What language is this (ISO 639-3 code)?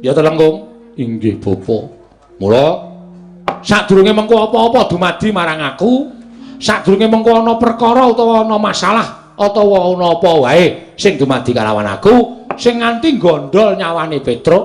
jav